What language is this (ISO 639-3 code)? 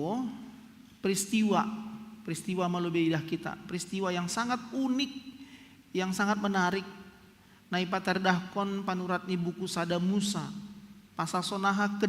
bts